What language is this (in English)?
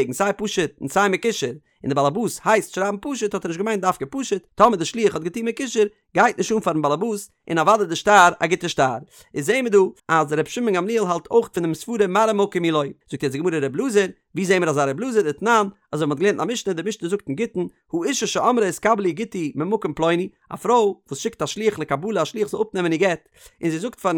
Yiddish